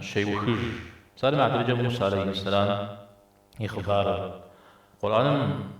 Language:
Kabardian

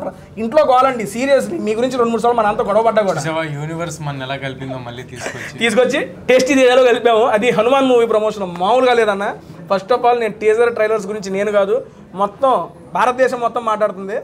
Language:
Telugu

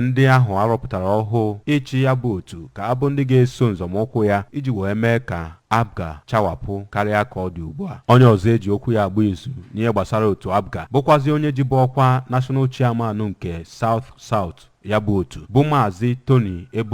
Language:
Igbo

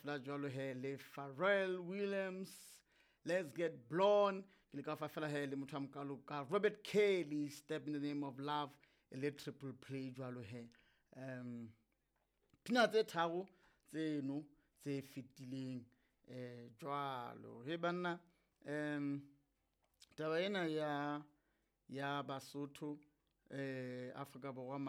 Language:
Southern Sotho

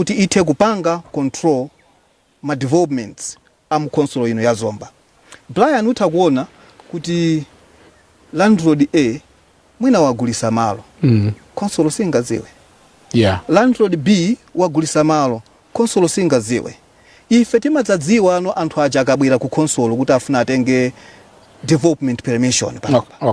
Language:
Nyanja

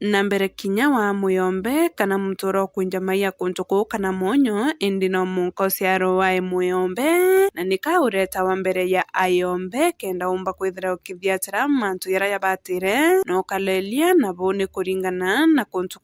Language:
Meru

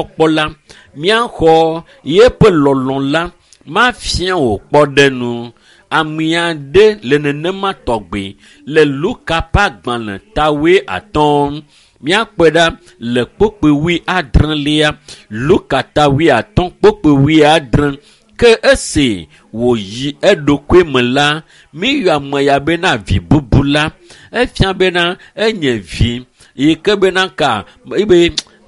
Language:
Ewe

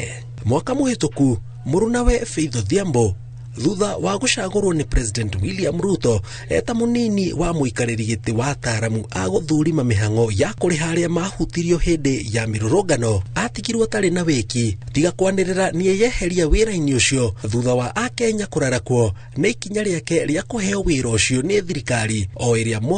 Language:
Kikuyu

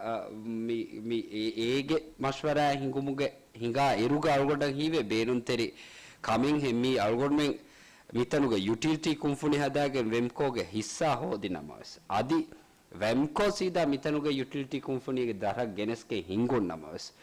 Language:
Divehi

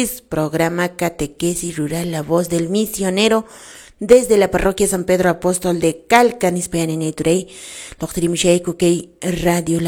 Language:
Quechua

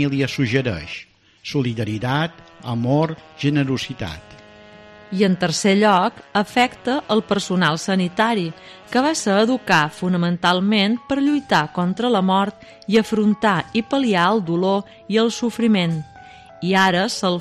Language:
Catalan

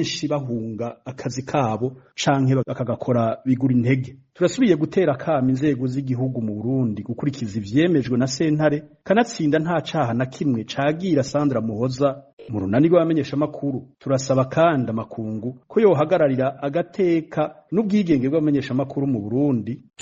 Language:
Rundi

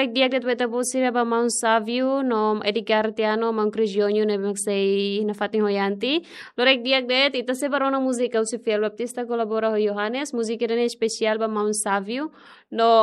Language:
Tetum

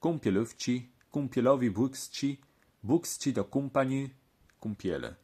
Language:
Kashubian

